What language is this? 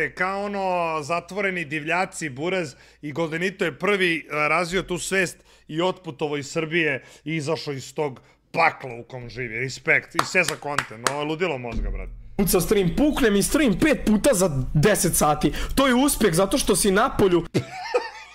Serbian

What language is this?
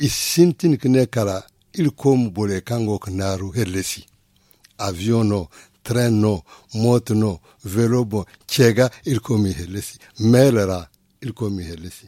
Zarma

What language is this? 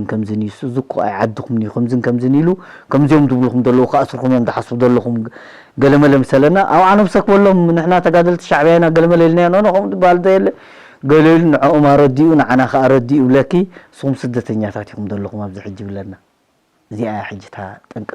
Tigrinya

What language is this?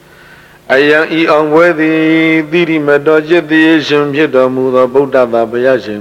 Burmese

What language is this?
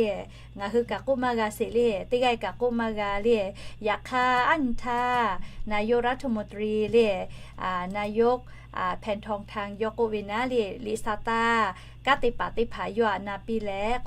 Lahu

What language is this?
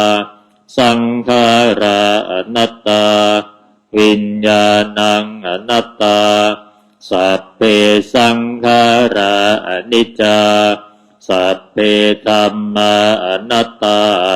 Pali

